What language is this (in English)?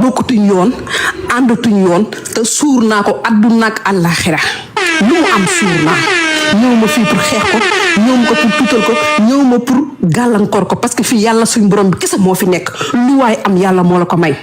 Wolof